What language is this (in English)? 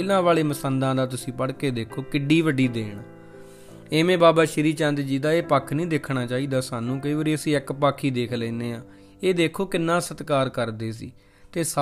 Punjabi